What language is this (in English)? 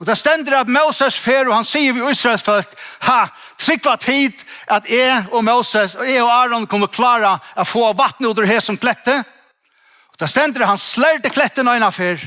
Faroese